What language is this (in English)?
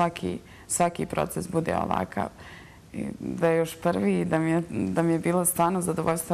Bosnian